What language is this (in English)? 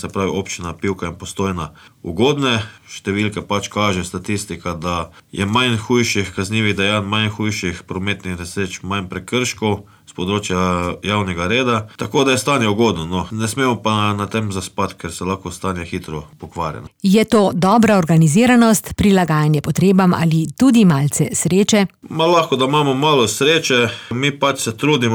Slovenian